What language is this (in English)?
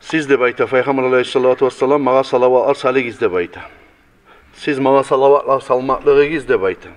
Kumyk